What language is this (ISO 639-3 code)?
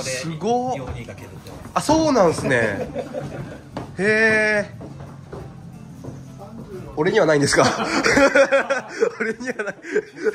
jpn